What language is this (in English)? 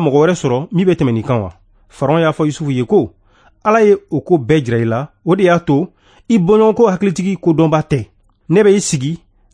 Bambara